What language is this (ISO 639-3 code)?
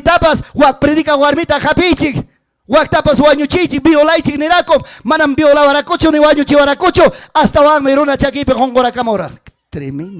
quy